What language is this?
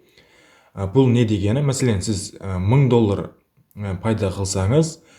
Kara-Kalpak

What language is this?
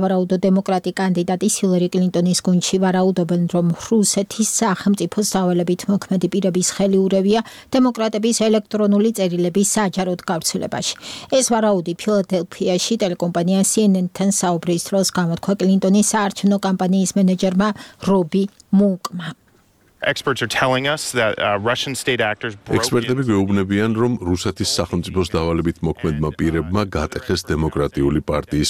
Georgian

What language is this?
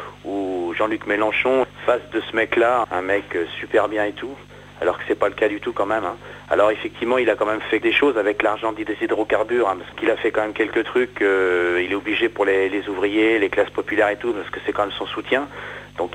French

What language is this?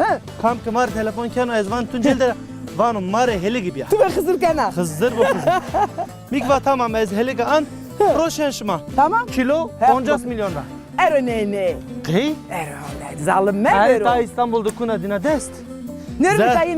Zaza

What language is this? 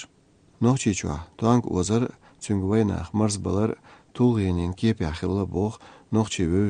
Chechen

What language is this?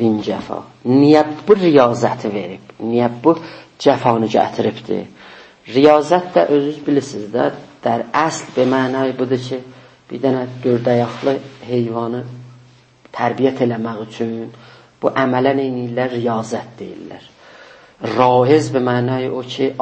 South Azerbaijani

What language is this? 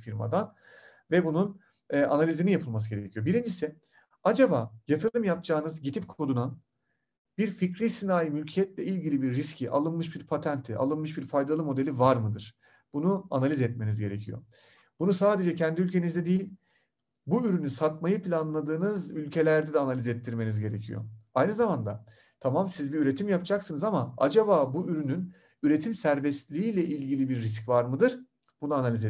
Turkish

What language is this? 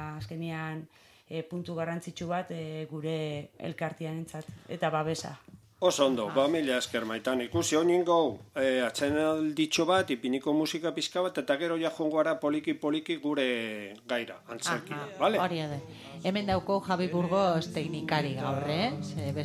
Basque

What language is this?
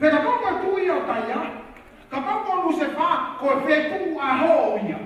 Tongan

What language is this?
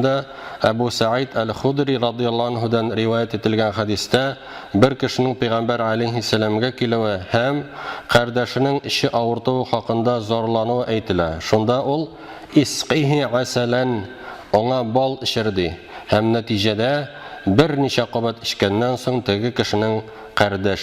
Tatar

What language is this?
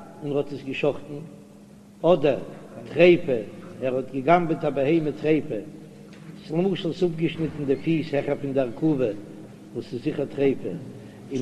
Yiddish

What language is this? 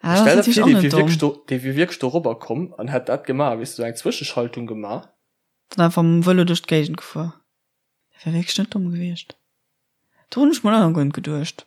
Luxembourgish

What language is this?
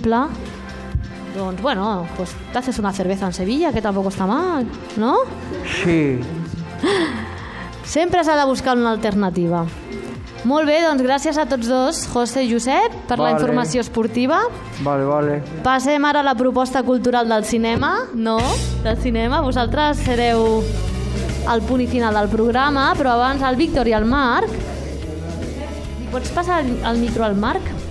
Catalan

